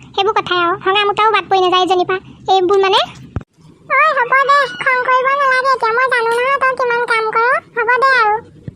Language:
Assamese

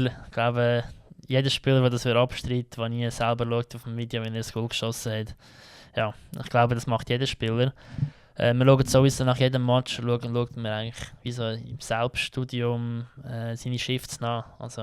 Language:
Swiss German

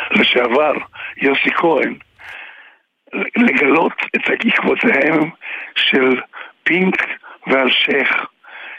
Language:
Hebrew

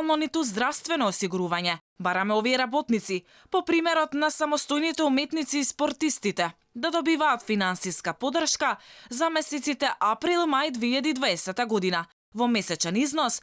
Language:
Macedonian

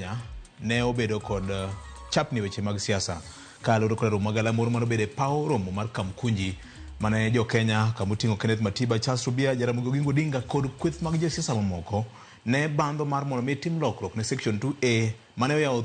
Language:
Luo (Kenya and Tanzania)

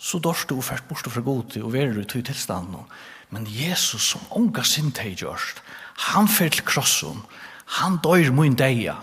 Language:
Faroese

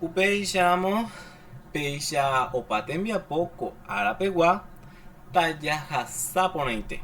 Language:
Guarani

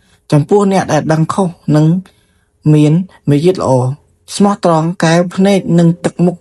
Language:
Khmer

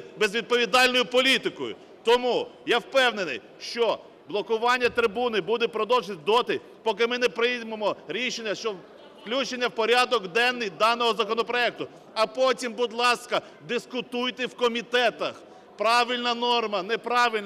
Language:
Ukrainian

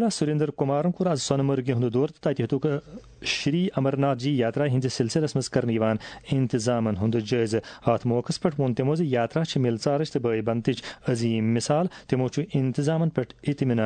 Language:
Kashmiri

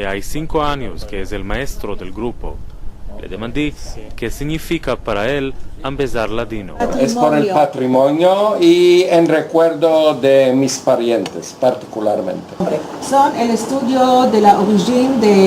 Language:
Ladino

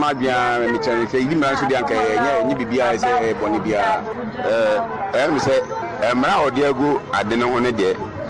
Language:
Akan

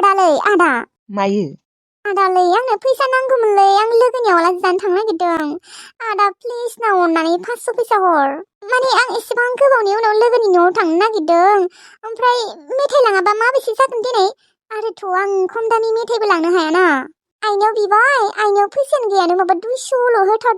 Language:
Bodo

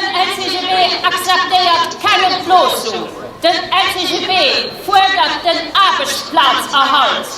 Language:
Luxembourgish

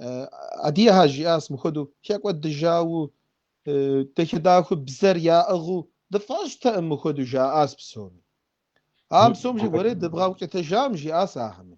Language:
Kabardian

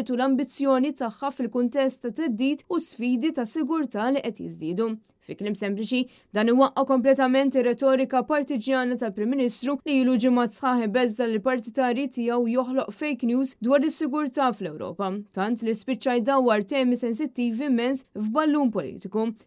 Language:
Maltese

